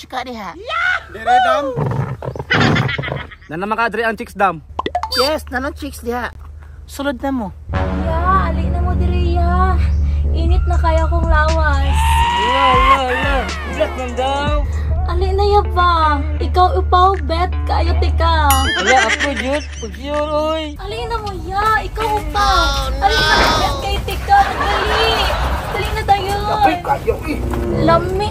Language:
Cebuano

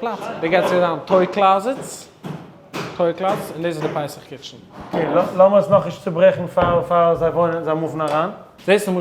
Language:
Yiddish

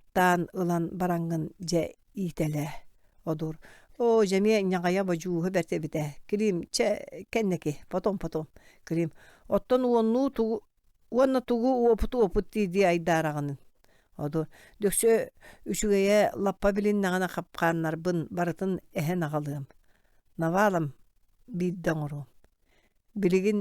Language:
Yakut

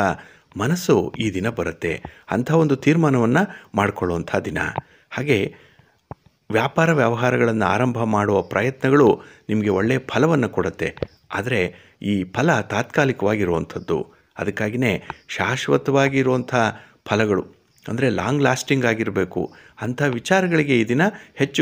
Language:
Kannada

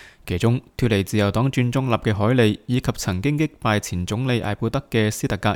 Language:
Cantonese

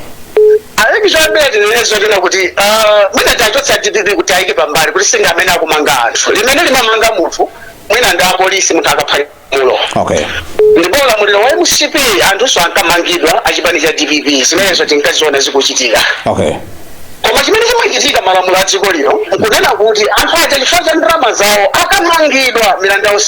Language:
Nyanja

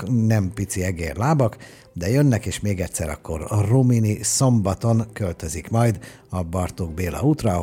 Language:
Hungarian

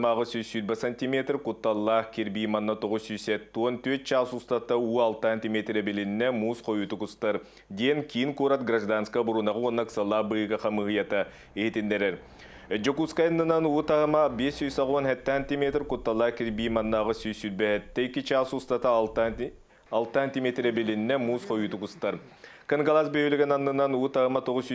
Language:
Yakut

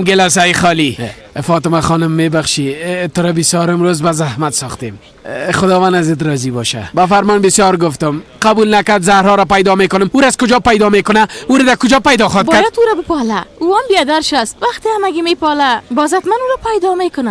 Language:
Persian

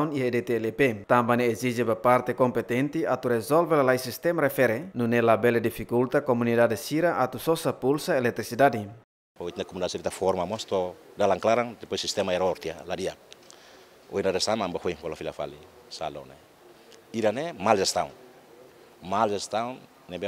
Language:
Tetum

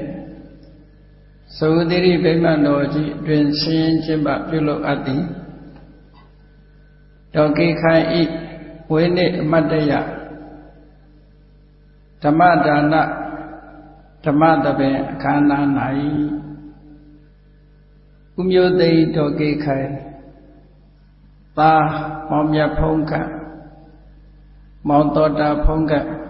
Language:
Burmese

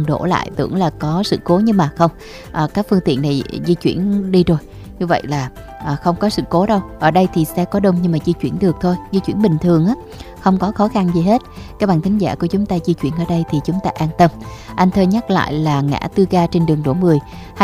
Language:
Vietnamese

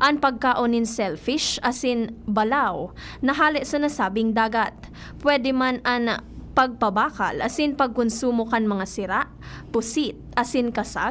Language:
Bikol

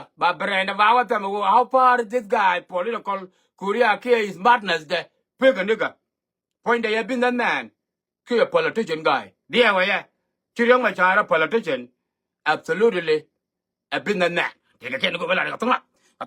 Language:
Nuer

